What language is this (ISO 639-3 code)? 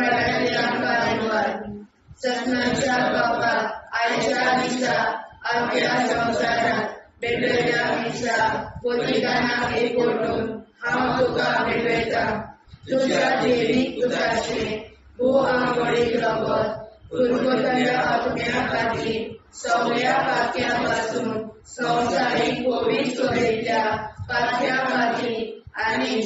kok